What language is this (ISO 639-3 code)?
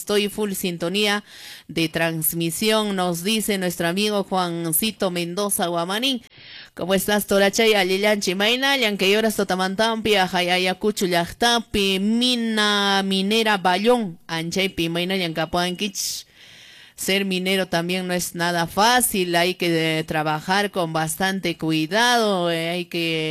que